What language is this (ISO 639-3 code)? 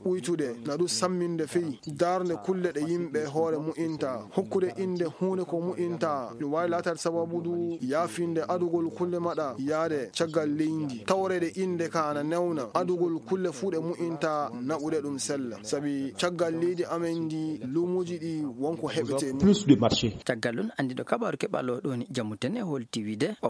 ful